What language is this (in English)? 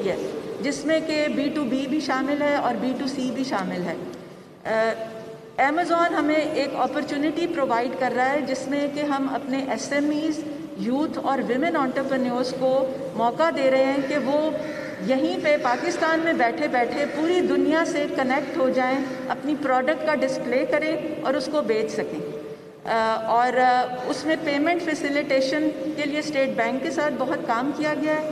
Urdu